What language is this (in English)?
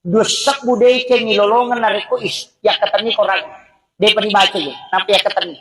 Buginese